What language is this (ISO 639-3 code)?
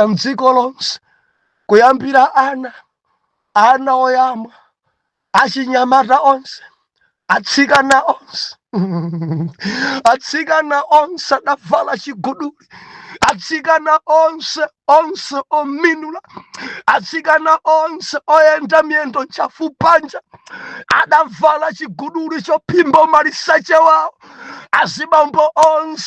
nya